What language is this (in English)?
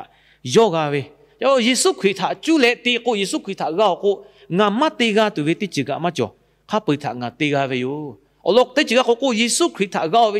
Lahu